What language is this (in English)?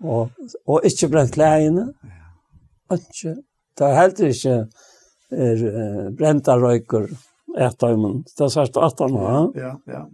Faroese